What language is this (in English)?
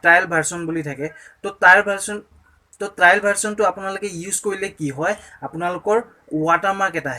Assamese